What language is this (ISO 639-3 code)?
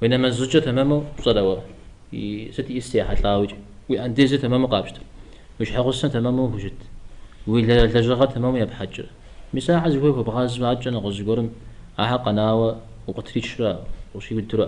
kbd